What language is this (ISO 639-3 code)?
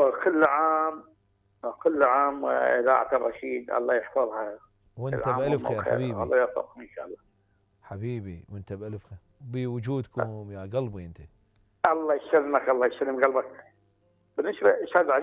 acm